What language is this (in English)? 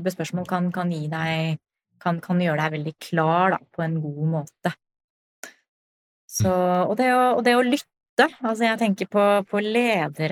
Norwegian